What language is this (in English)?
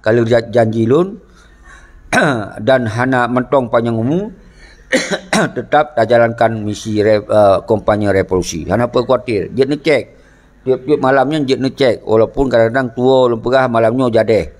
Achinese